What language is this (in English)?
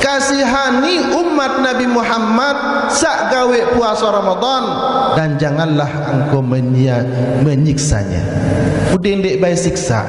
Sasak